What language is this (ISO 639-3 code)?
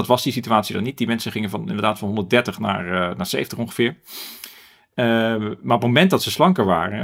nld